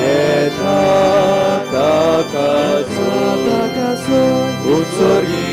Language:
Konkani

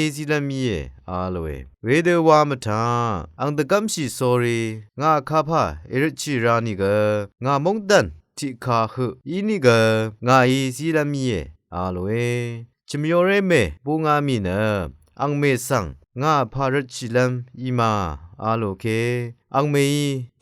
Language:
Rawang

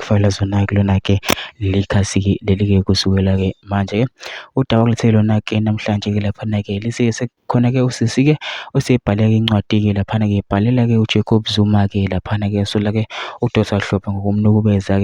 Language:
Zulu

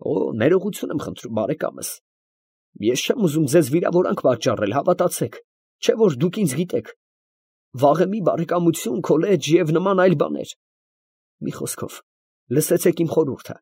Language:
Armenian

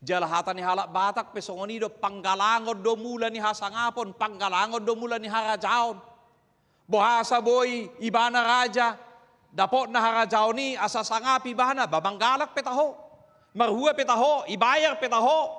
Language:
Batak Toba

